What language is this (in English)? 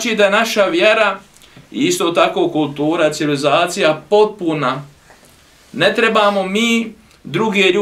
Bosnian